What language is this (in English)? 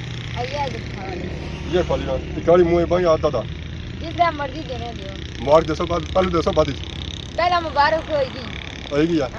Pahari-Potwari